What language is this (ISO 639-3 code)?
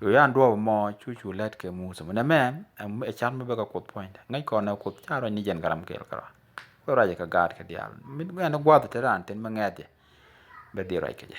nus